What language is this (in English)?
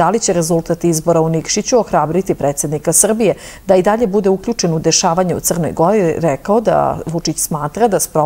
Serbian